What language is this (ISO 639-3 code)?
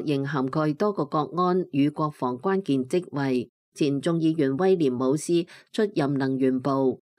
yue